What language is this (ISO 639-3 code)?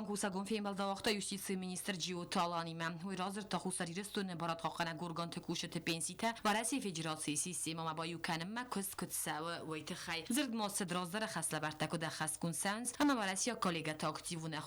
oss